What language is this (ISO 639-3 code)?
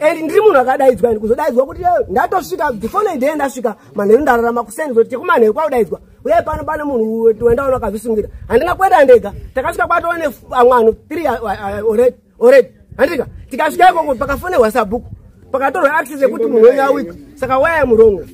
sna